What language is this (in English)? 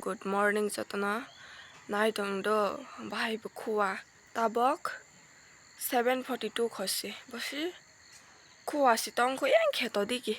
Kok Borok